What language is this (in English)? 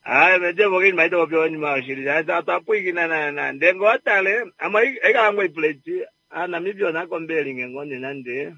Kuanyama